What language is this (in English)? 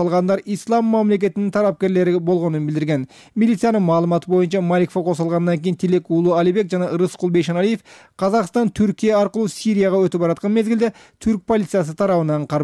Kyrgyz